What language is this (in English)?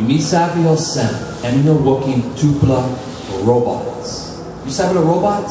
Tok Pisin